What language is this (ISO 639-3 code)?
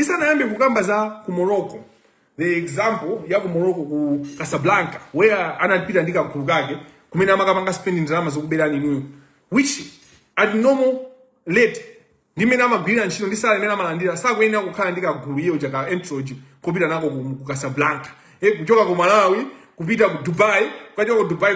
nya